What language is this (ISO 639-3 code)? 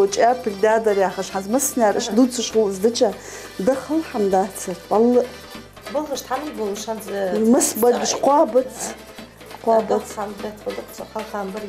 inh